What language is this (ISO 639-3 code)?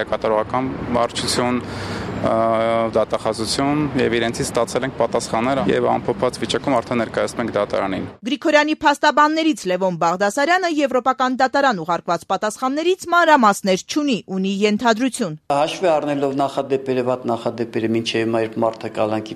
hye